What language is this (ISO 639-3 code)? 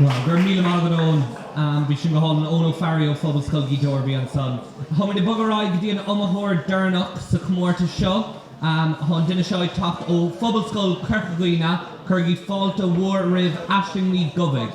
gle